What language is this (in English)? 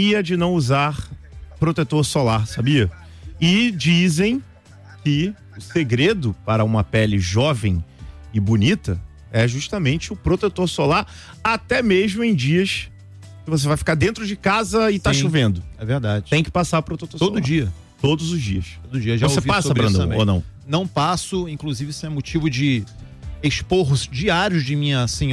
Portuguese